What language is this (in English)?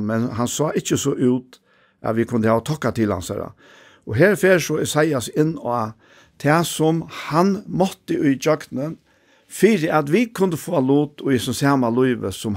Faroese